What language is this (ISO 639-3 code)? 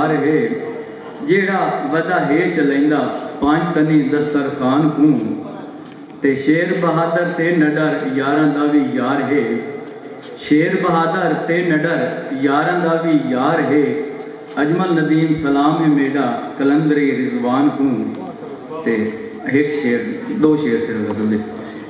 skr